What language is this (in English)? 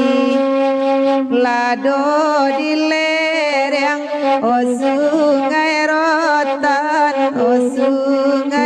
Minangkabau